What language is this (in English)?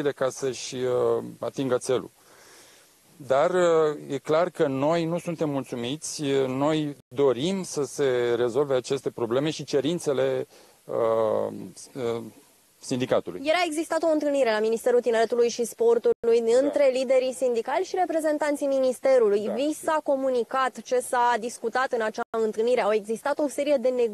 Romanian